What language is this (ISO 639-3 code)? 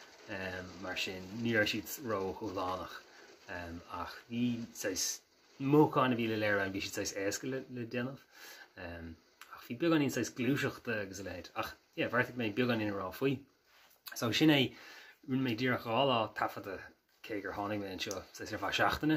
gle